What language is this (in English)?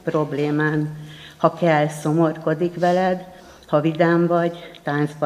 Hungarian